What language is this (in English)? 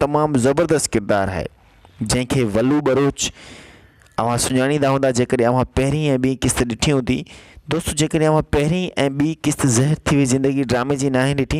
Sindhi